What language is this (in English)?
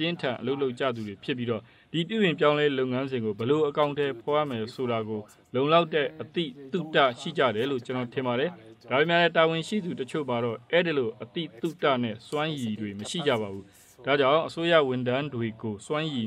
Burmese